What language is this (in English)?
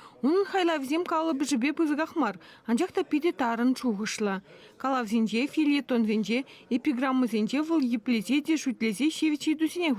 Chuvash